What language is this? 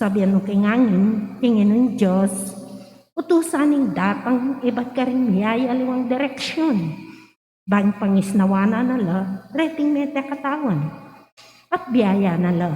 Pampanga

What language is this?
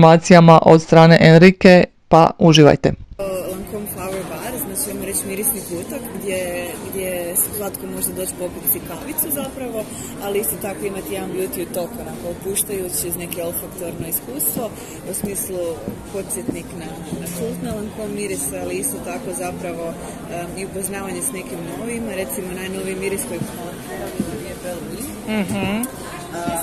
Croatian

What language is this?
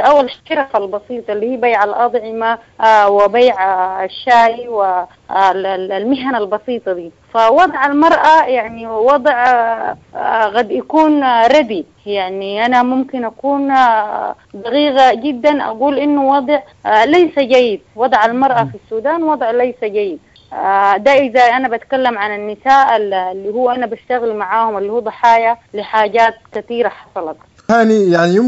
Sudanese Arabic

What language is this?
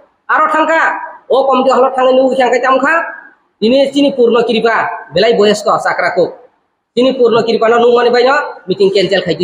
Kok Borok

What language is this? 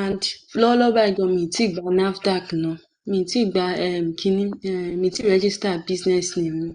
Yoruba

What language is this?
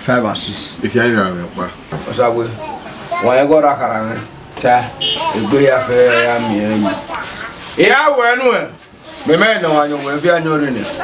Bini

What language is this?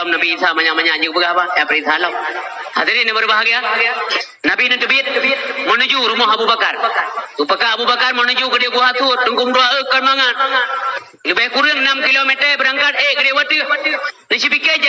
Achinese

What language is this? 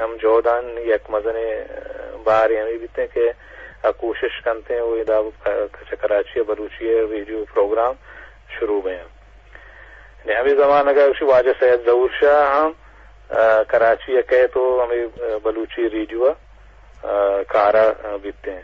Eastern Balochi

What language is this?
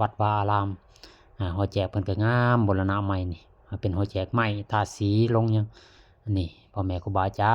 Lao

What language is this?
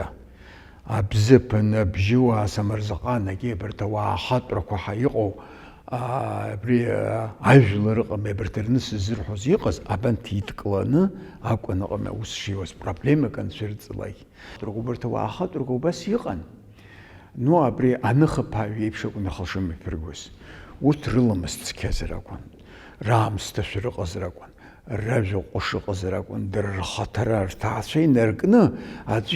Abkhazian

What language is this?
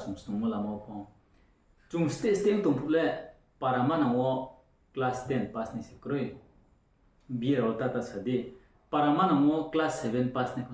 Riang (India)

